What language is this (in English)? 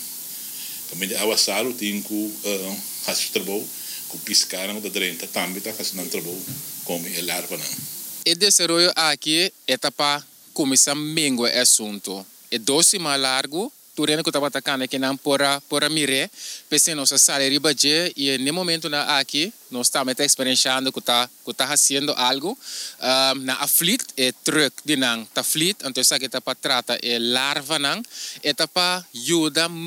Papiamento